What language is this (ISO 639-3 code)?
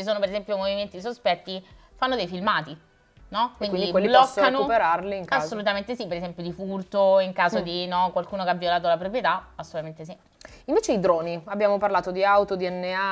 ita